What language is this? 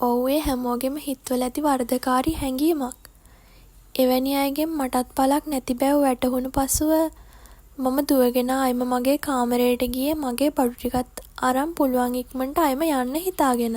Sinhala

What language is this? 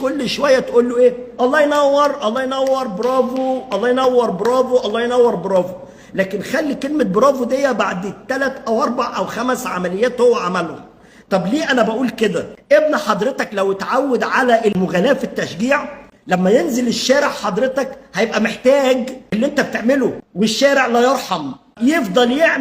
Egyptian Arabic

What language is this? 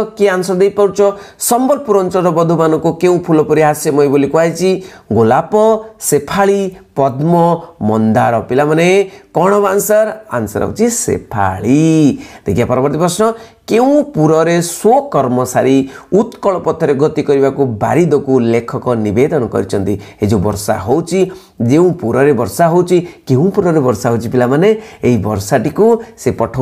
Odia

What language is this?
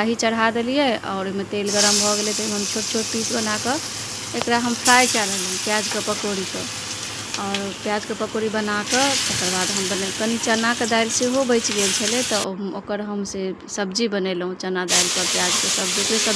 Maithili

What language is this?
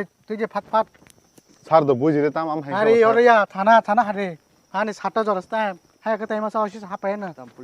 Kok Borok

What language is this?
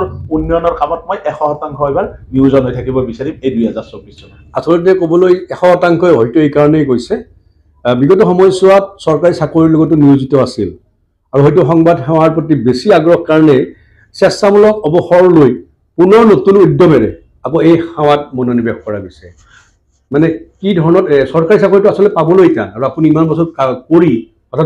Assamese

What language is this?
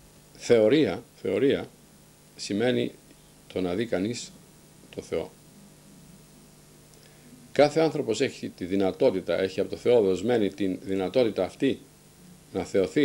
Greek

